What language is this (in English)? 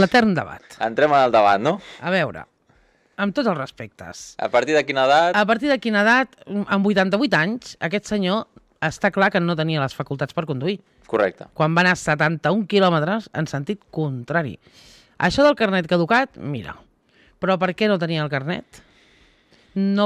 Catalan